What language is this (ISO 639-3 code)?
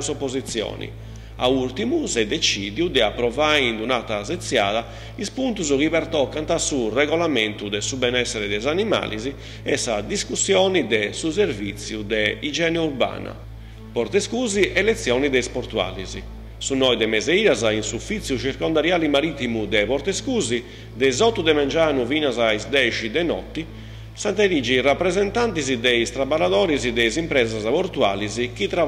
srd